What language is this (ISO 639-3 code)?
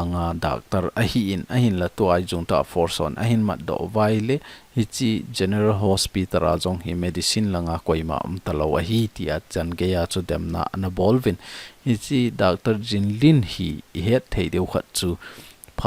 tcz